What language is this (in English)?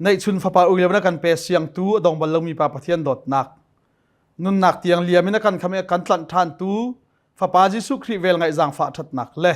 Hakha Chin